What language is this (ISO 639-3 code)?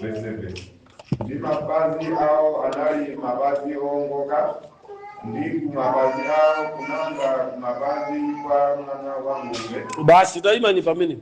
nya